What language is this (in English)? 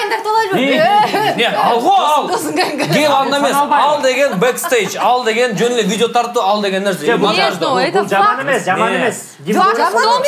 Kyrgyz